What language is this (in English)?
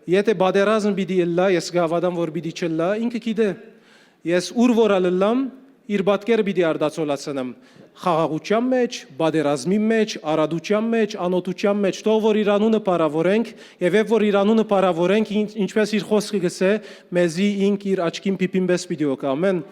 Western Armenian